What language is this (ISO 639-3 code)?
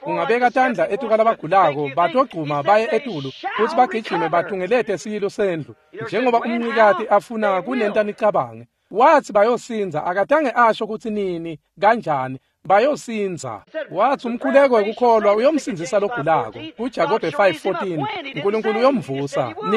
ssw